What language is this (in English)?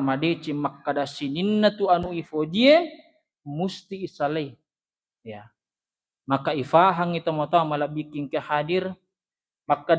Buginese